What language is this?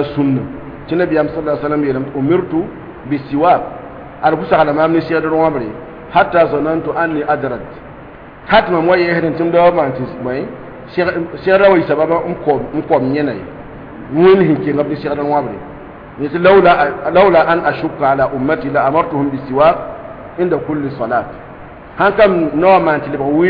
Mossi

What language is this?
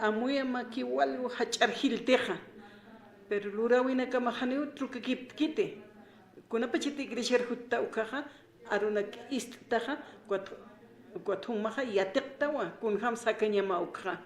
Aymara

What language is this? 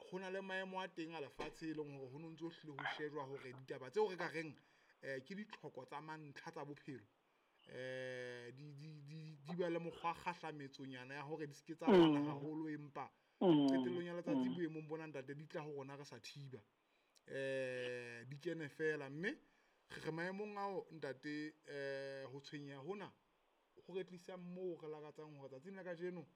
Southern Sotho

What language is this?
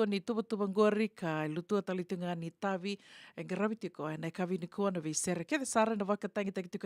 Fijian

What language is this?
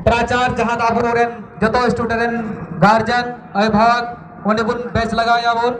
Santali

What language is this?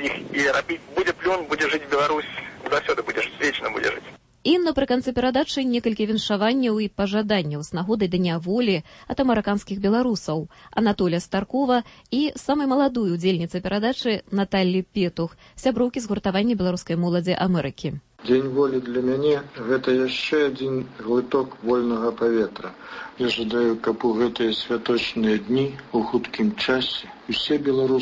Belarusian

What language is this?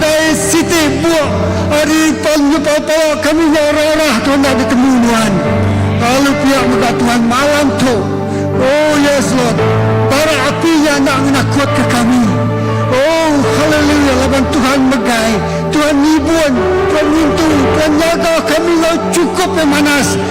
Iban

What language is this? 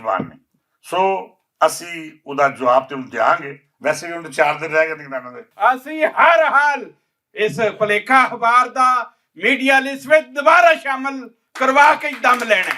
Western Panjabi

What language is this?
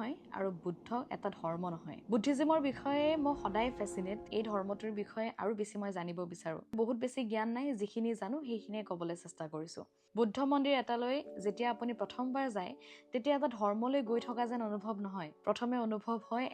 Assamese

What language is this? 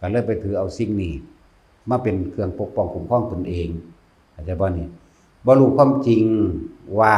Lao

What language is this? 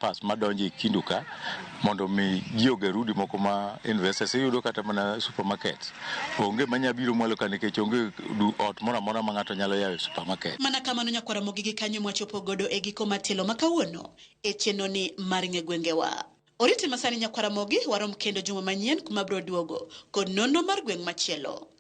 Luo (Kenya and Tanzania)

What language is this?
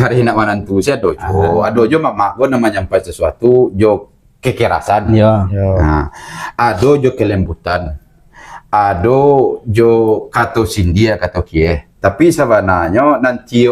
Minangkabau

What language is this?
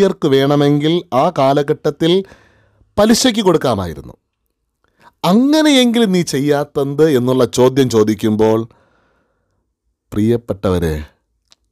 Malayalam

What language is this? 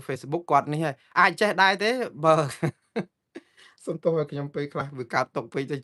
Khmer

